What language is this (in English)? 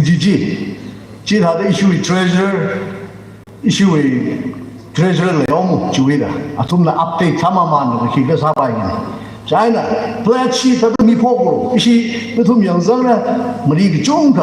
Tangkhul Naga (India)